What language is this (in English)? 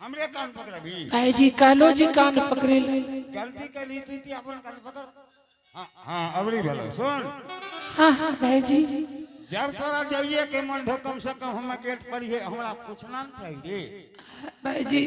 Angika